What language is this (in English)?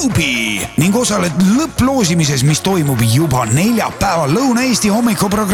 Estonian